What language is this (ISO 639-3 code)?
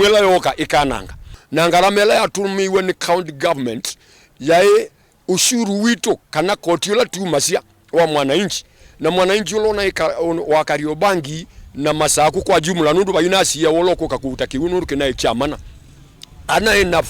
kam